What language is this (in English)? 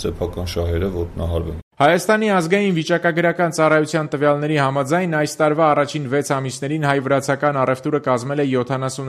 Armenian